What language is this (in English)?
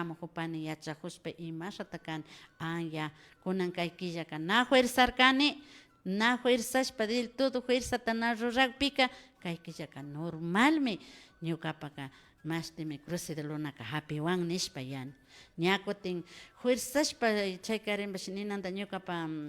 Imbabura Highland Quichua